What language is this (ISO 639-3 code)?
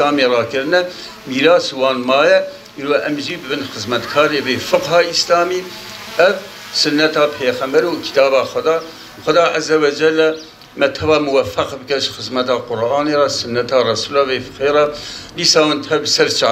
kur